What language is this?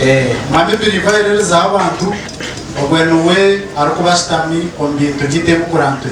Nyankole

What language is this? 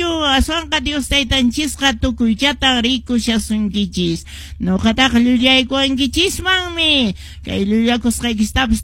Quechua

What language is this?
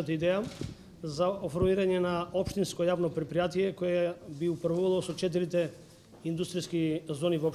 Macedonian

